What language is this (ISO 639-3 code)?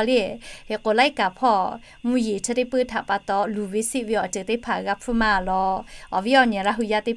lhu